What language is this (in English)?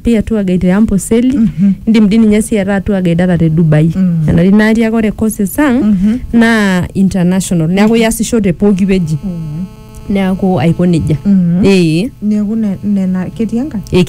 Masai